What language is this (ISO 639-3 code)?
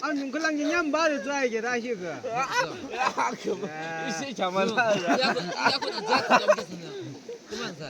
yim